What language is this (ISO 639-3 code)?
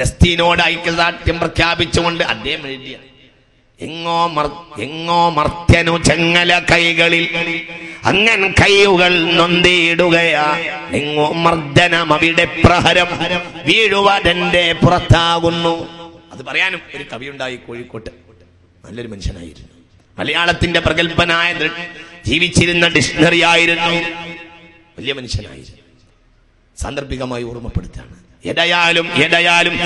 mal